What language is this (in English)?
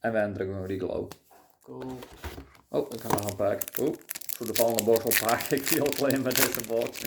Western Frisian